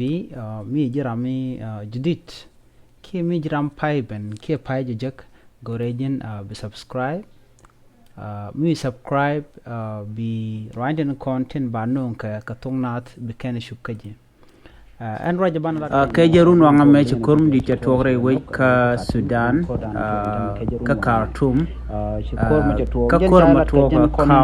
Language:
Nuer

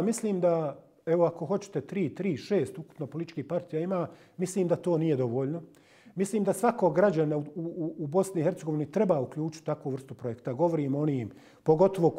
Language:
Bosnian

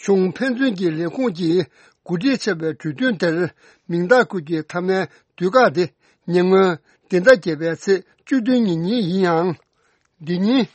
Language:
Tibetan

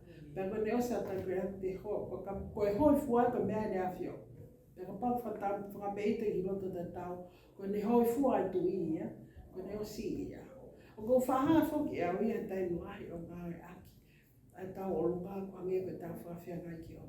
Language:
Tongan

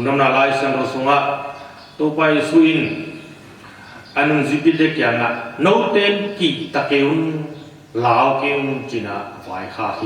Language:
Tedim Chin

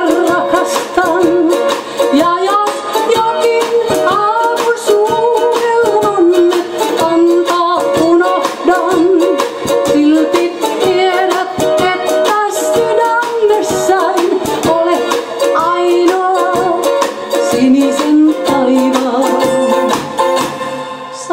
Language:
Finnish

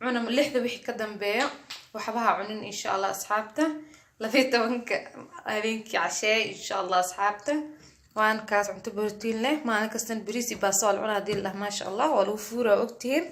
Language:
Somali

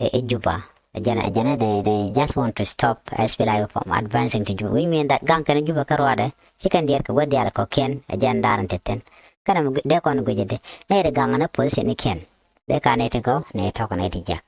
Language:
Nuer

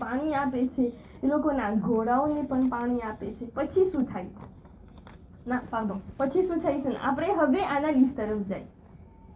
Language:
Gujarati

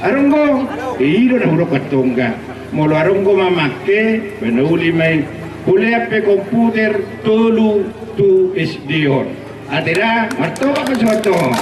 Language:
Batak Toba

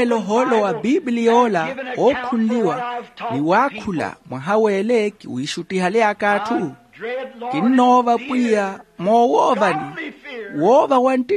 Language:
Makhuwa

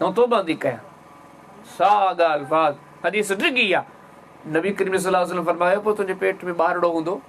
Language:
Sindhi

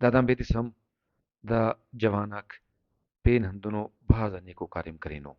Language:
Brahui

